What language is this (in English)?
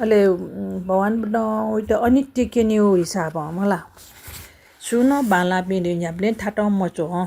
Newari